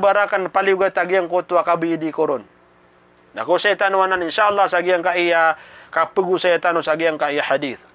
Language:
Maranao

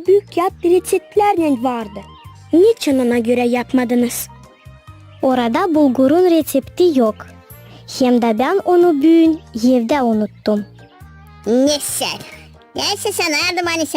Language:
Gagauz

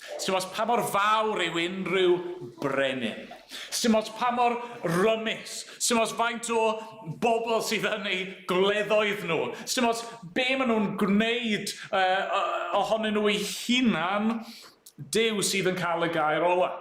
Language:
Welsh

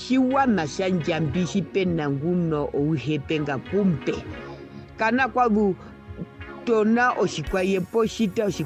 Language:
Herero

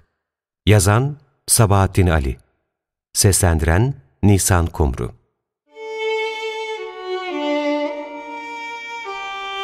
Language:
Turkish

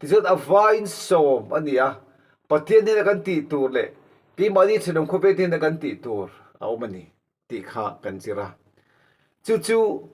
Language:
Mizo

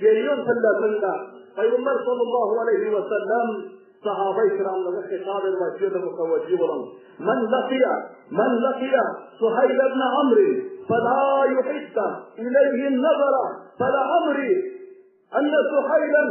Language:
Turkmen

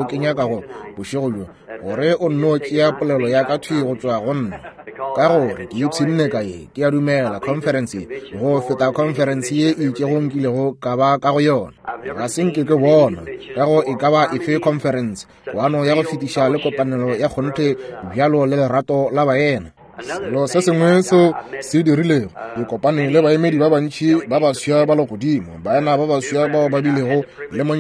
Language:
Northern Sotho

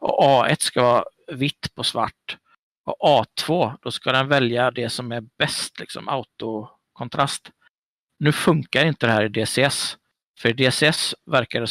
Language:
Swedish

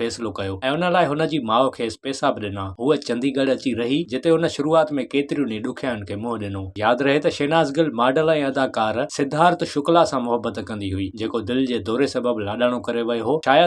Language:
Sindhi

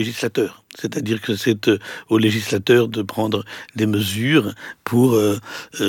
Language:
French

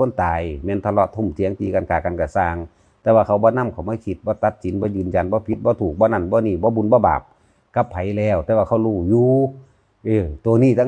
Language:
Northeastern Thai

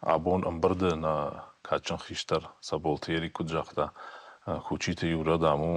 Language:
Ossetic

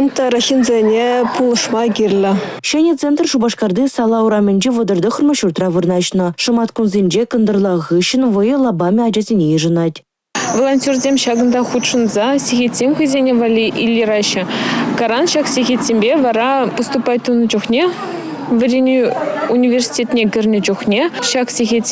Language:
Chuvash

